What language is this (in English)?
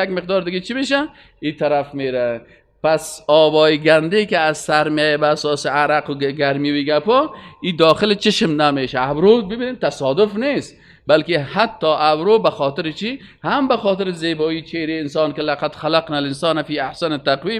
Persian